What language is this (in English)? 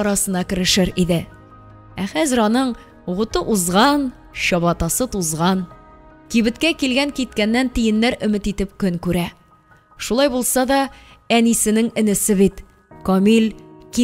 Tatar